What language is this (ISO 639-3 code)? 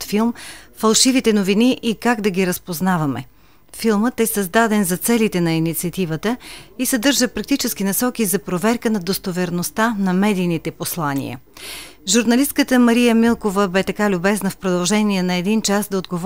bul